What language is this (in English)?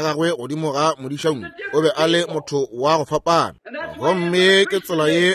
Northern Sotho